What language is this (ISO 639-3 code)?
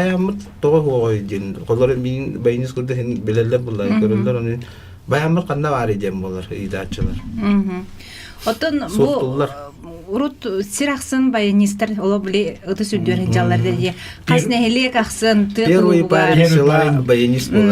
sah